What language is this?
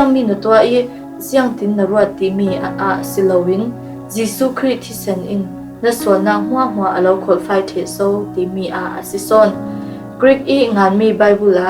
Falam Chin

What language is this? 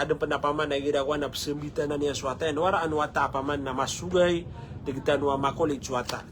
Maranao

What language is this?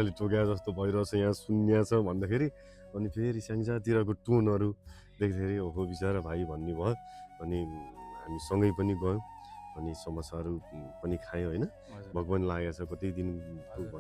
Nepali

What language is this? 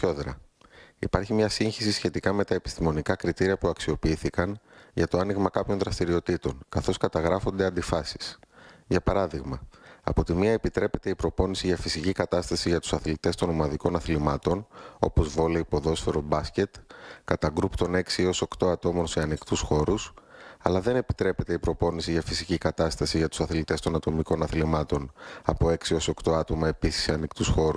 Greek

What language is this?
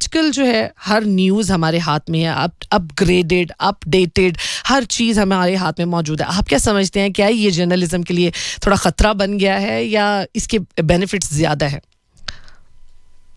Hindi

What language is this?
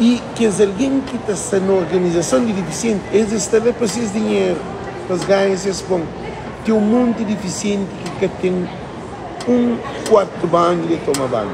Kabuverdianu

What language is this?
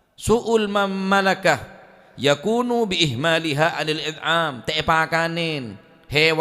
Madurese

